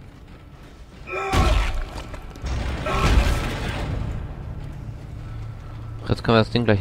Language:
German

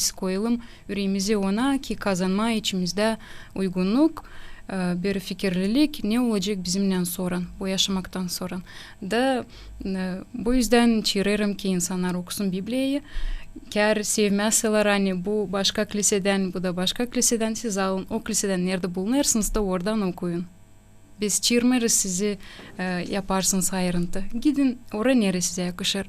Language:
Gagauz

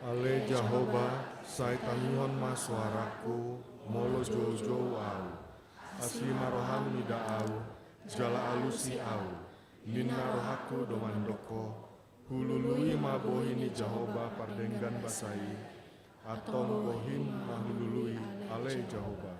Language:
Batak Toba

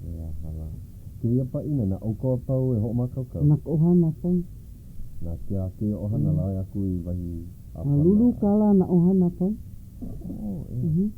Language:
Hawaiian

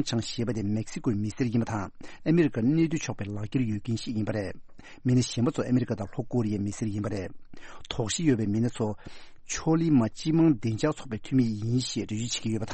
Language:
Tibetan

